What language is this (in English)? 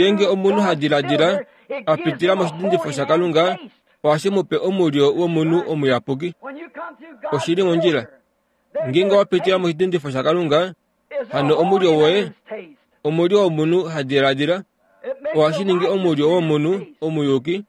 Kuanyama